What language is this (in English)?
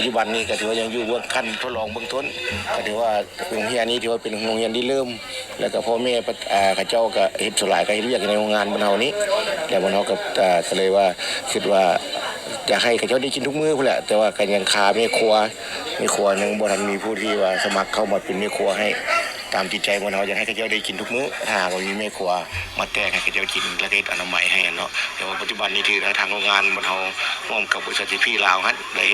Lao